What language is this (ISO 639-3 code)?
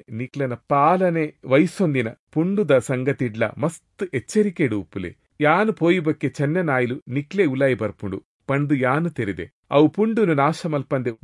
tcy